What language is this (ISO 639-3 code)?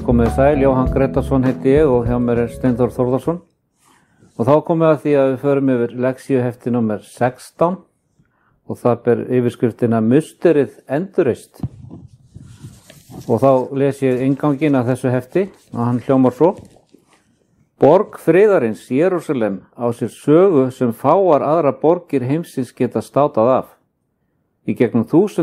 isl